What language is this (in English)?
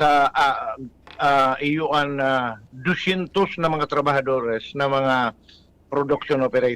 Bikol